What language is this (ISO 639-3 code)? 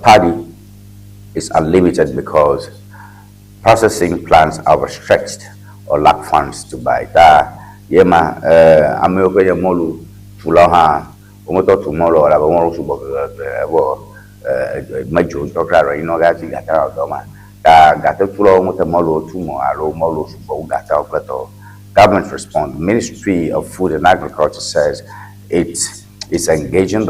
ewe